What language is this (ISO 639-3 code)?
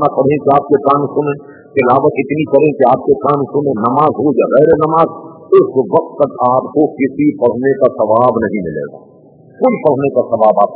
urd